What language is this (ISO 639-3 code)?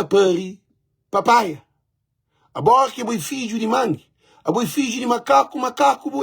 kea